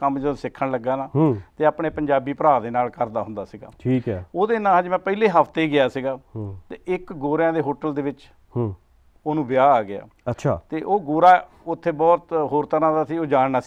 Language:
Punjabi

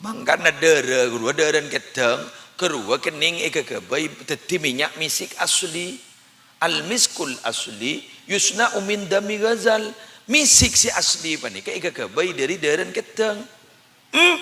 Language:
Madurese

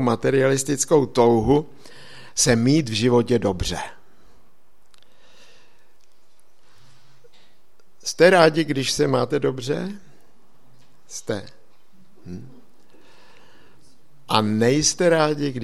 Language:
Czech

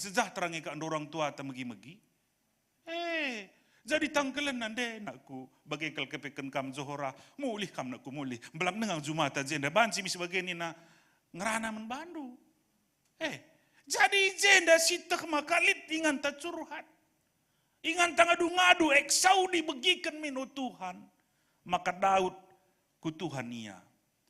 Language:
Batak Karo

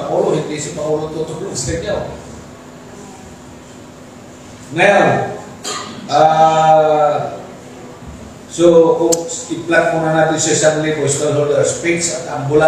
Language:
Filipino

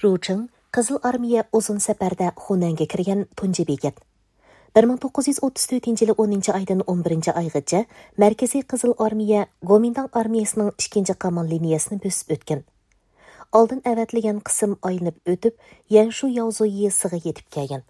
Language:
Uyghur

